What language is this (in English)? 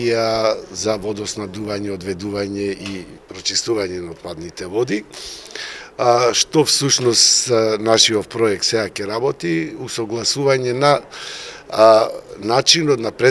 Macedonian